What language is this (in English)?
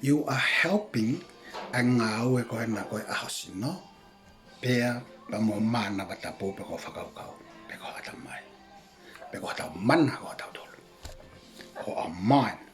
Tongan